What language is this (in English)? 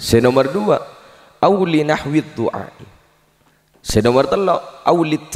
Madurese